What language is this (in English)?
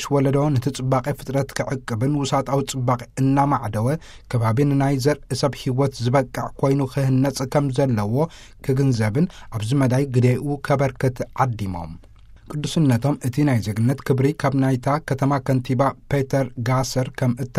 Tigrinya